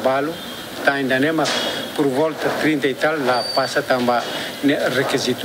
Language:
Tetum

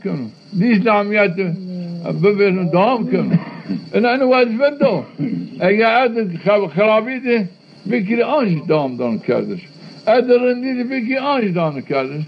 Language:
Zaza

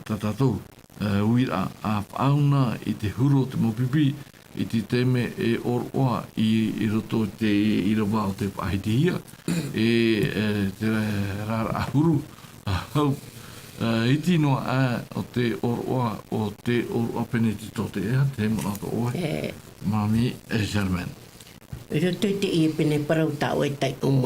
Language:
Tahitian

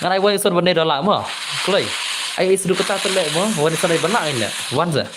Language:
Khasi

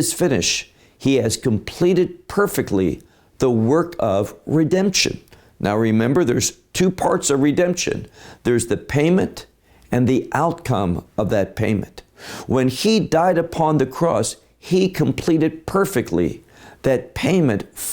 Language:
English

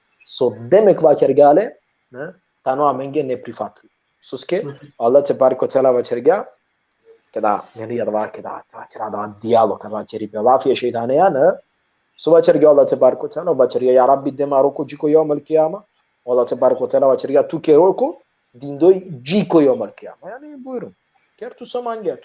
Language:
Balkan Romani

